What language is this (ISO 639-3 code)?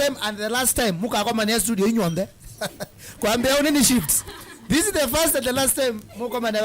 kam